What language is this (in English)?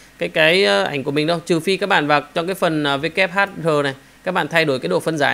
Vietnamese